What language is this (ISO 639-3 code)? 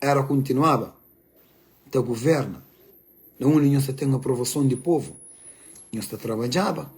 kea